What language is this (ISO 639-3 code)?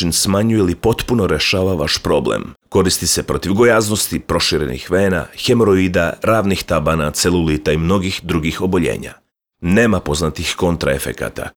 srp